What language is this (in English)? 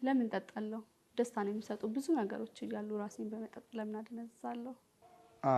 Amharic